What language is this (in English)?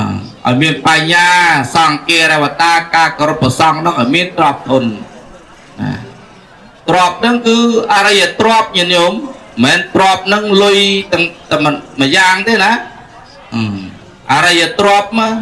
Khmer